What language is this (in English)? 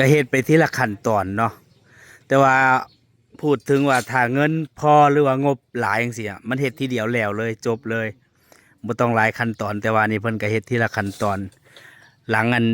Northeastern Thai